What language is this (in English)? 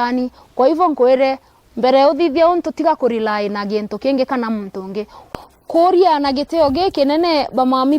Meru